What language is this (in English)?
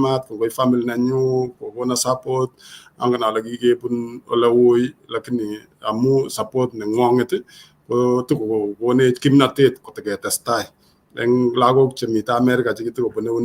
Kalenjin